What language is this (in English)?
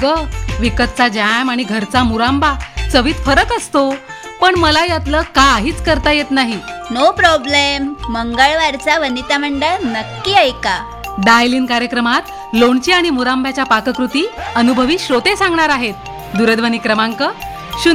Marathi